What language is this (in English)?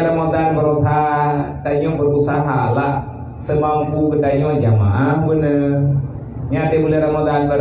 Achinese